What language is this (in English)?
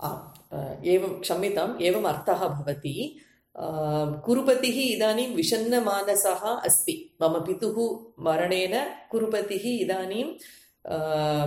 Sanskrit